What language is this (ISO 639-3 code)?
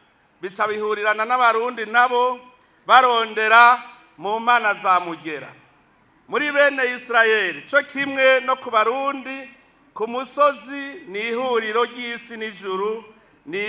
run